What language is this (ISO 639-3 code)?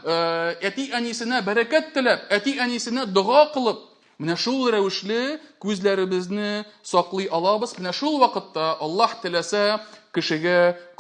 tat